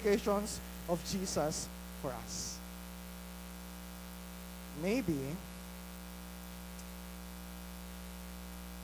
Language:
Filipino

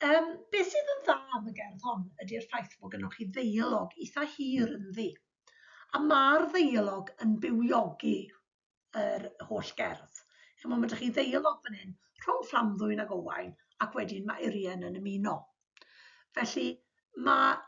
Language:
Welsh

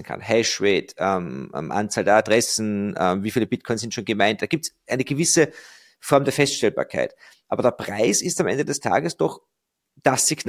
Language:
German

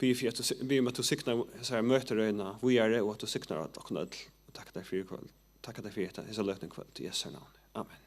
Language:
Faroese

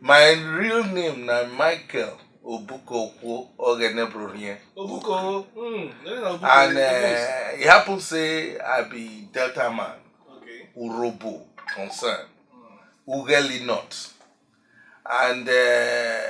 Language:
Nigerian Pidgin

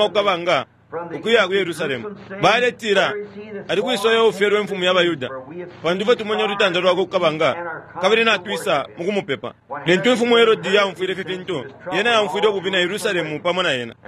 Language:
Bemba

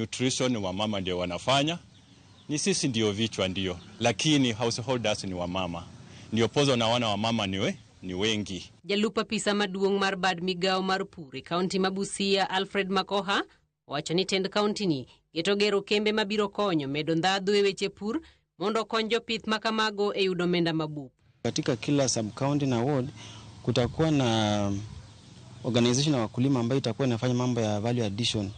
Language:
Luo (Kenya and Tanzania)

